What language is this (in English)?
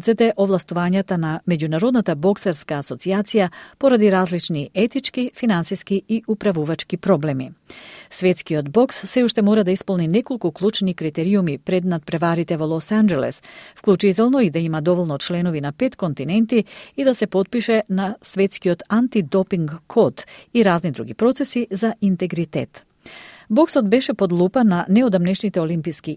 Macedonian